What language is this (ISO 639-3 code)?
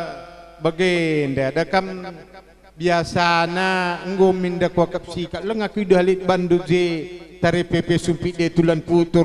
btx